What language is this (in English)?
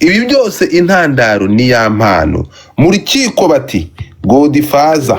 Kinyarwanda